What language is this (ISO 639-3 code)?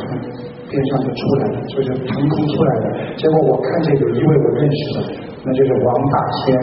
zho